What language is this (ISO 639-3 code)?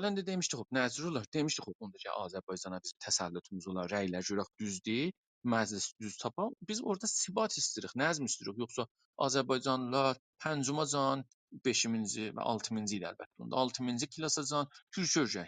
azb